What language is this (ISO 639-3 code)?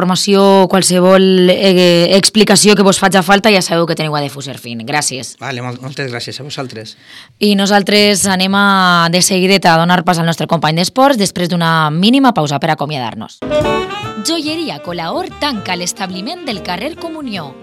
cat